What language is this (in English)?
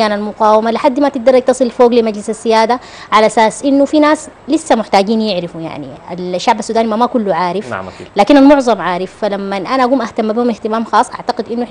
Sudanese Arabic